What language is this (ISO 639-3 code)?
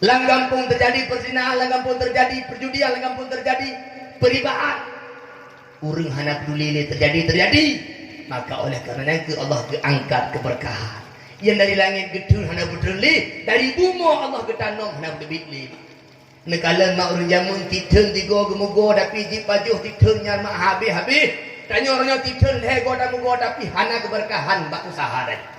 ace